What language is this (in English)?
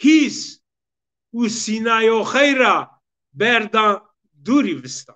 Zaza